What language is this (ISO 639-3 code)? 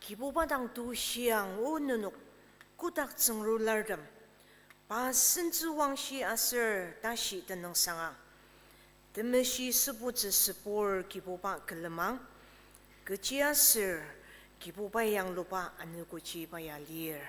njo